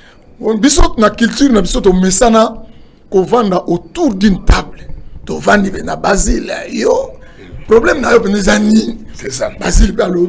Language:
Lingala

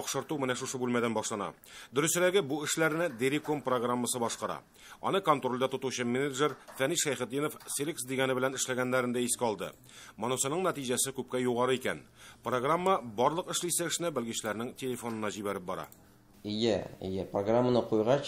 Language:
Tatar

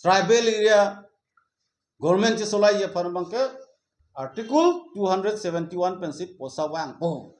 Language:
Karbi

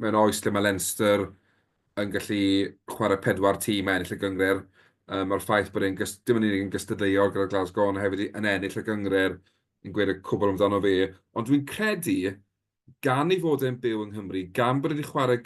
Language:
Welsh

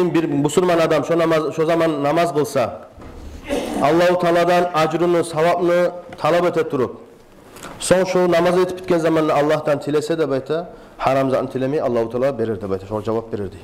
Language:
Kumyk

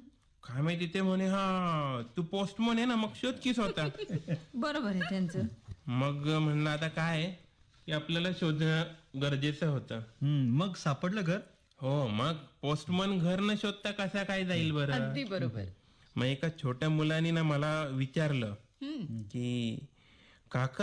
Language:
Marathi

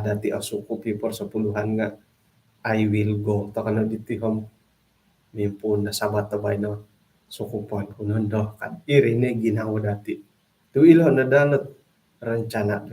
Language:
Central Dusun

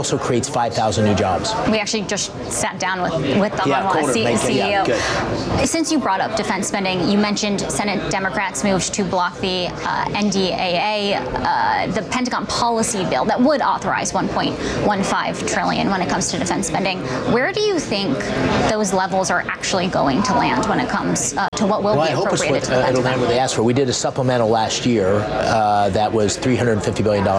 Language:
English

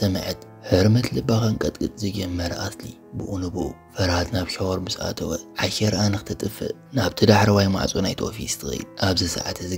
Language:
Tigrinya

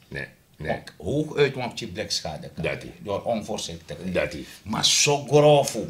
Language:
Sranan Tongo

